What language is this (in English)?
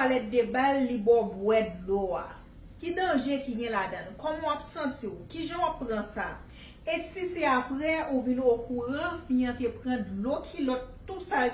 Haitian Creole